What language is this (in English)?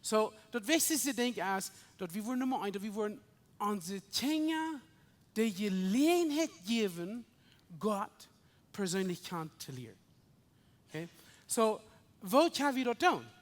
Plautdietsch